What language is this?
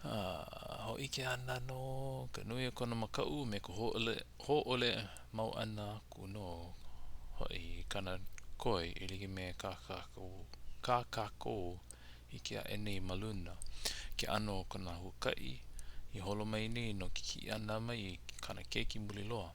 Hawaiian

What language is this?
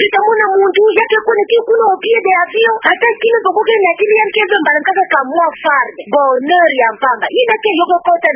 Kituba (Democratic Republic of Congo)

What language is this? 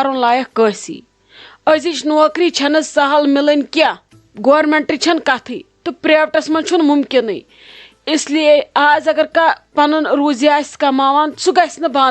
Kashmiri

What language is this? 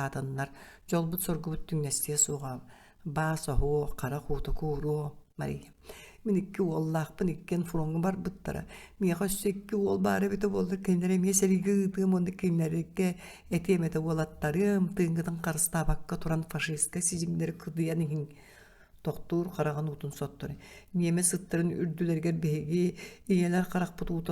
Yakut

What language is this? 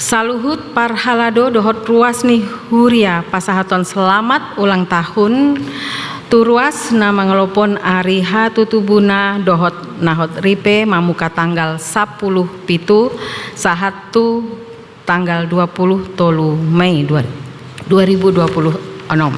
Batak Toba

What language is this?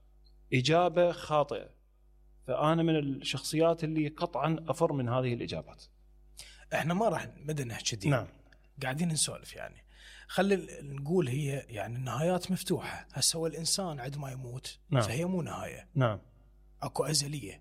Mesopotamian Arabic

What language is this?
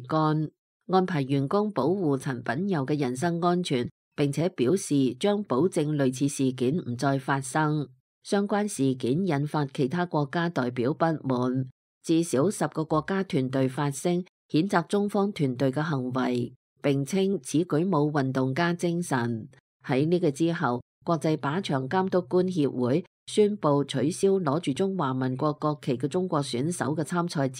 Cantonese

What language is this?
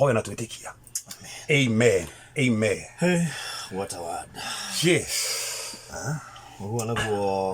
Kikuyu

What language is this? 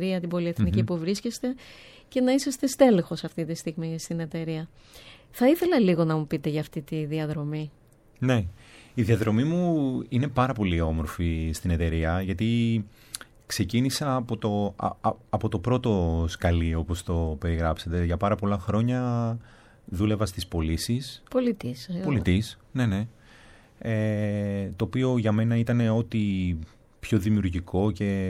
Greek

